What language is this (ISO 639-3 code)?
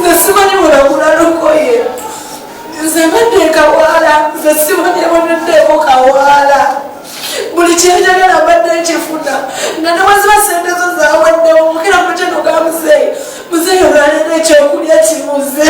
lug